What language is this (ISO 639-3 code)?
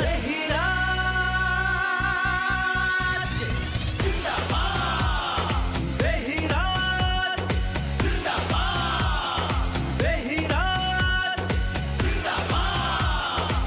div